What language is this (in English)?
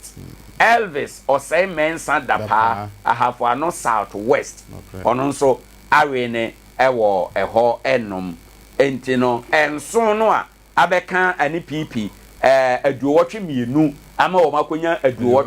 Akan